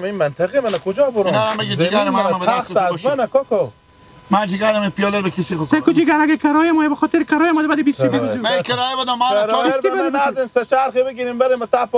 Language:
Hazaragi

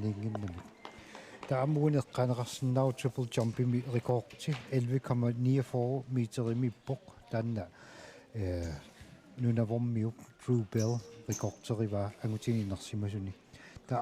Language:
Kalaallisut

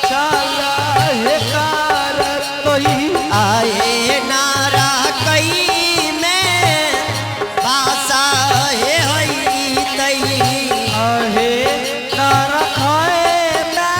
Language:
Angika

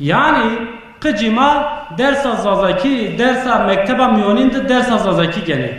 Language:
Zaza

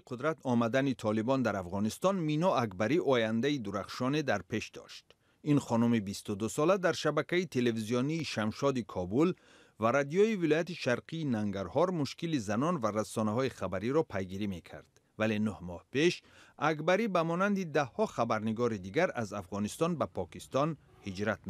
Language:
Tajik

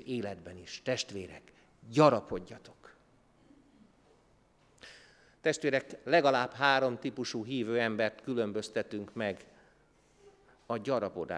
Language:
Hungarian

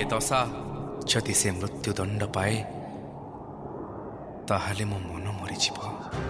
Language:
Odia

